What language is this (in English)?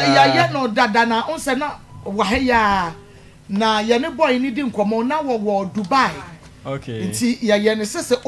Akan